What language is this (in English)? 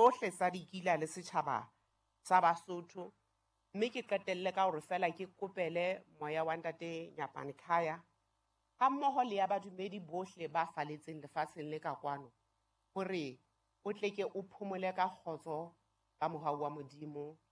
Southern Sotho